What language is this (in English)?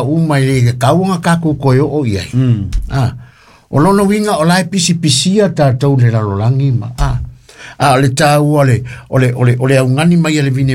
Samoan